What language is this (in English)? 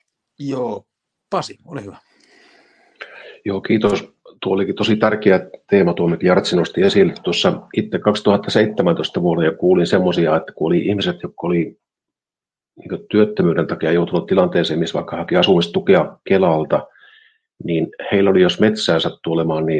Finnish